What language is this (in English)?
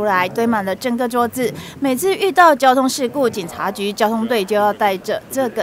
Chinese